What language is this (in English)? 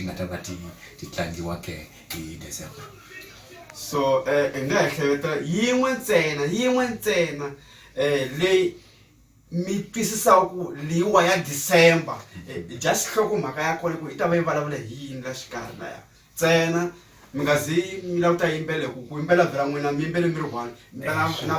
Tsonga